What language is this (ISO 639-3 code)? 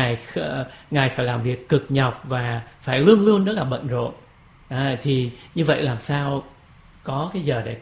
vie